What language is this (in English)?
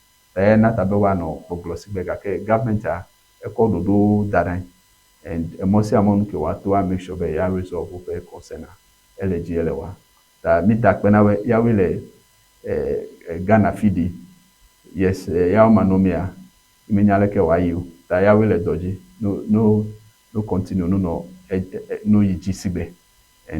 Ewe